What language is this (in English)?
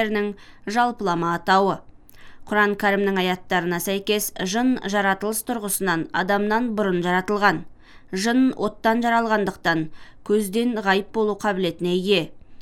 Kazakh